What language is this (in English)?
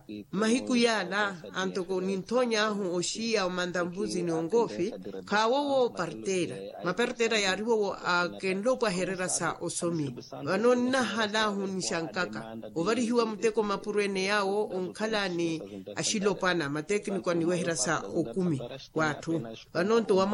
Makhuwa